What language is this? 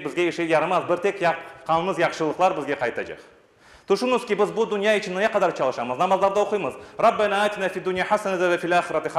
Crimean Tatar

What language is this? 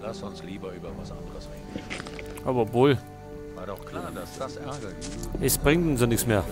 Bavarian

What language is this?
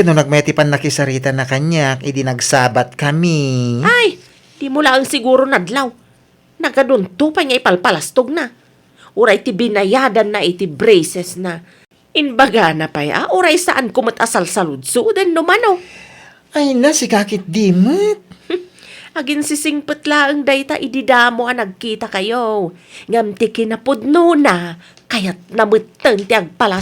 Iloko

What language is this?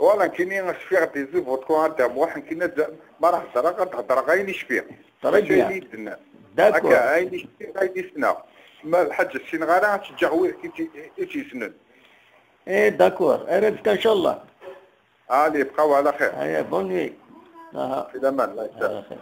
Kabyle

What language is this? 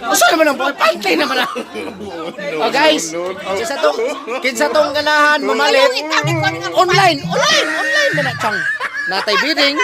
Cebuano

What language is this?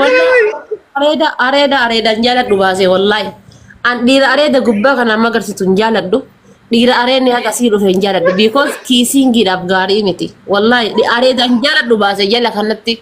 Oromo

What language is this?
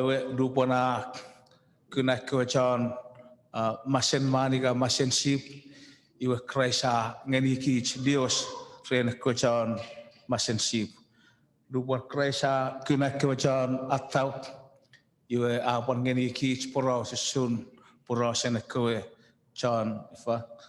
Chuukese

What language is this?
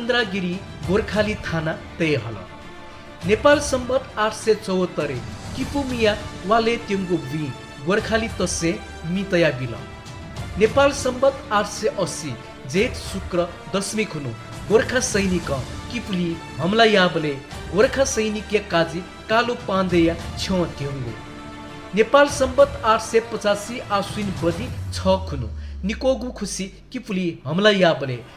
Newari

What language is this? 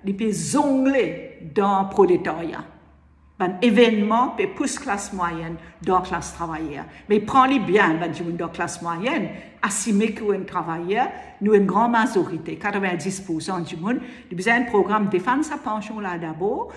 Morisyen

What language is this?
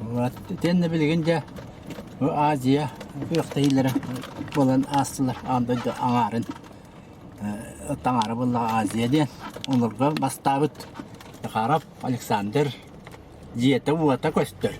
Yakut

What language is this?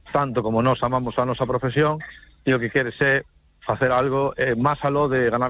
Galician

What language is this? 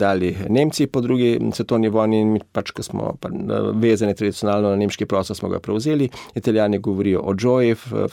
Slovenian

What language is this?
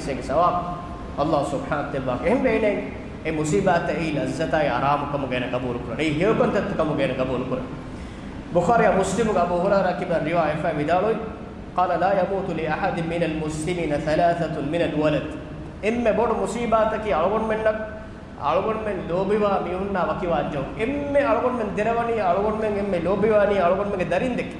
Divehi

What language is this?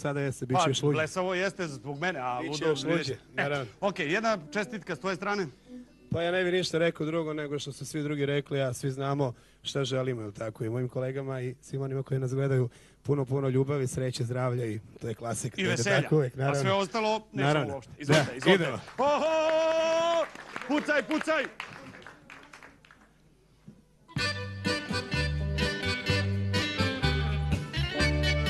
Serbian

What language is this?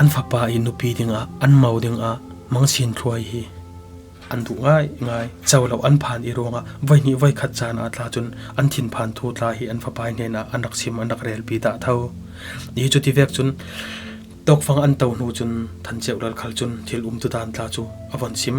Falam Chin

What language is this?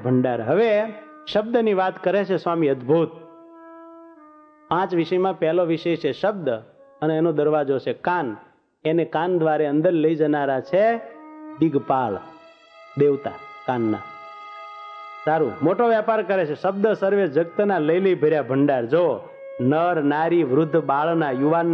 Gujarati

